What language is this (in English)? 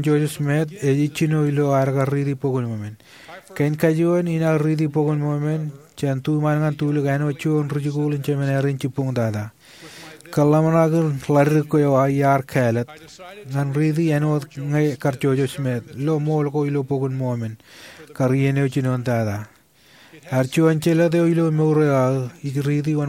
Marshallese